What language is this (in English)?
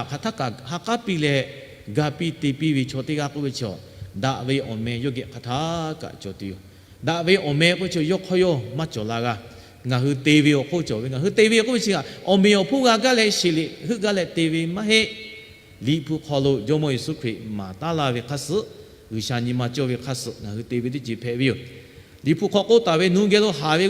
Lahu